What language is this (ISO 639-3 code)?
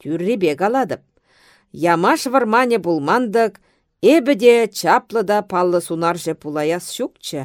chv